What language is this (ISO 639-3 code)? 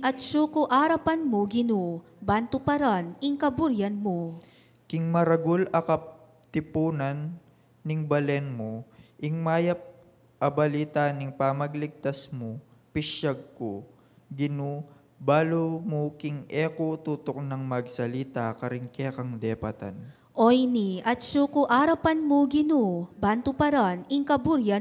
pam